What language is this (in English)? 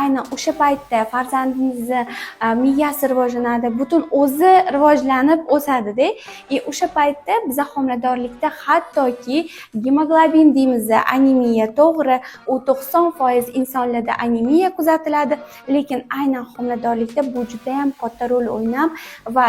Uzbek